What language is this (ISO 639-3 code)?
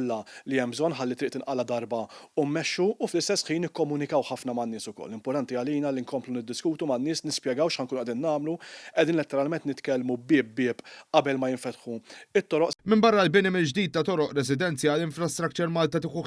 mlt